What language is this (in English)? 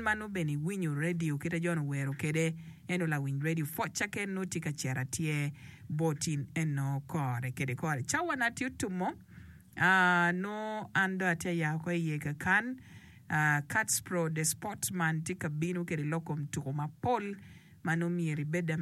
Acoli